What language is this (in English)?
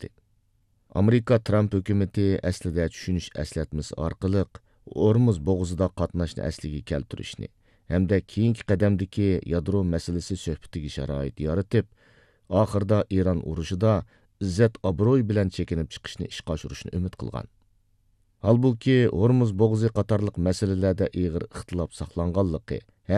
Uyghur